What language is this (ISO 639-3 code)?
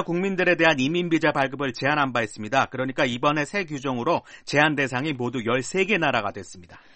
kor